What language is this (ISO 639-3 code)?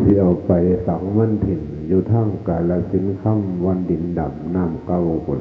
tts